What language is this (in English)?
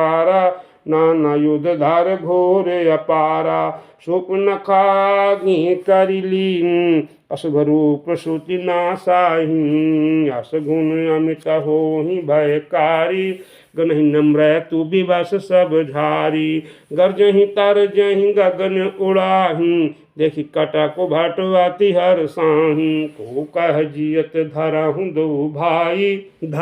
Awadhi